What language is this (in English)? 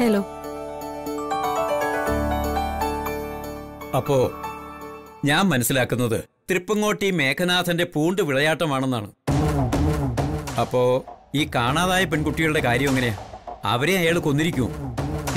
Malayalam